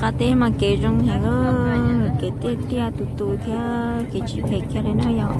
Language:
Hmong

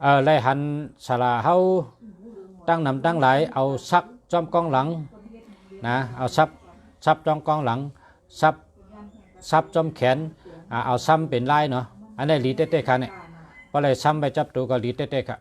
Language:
Shan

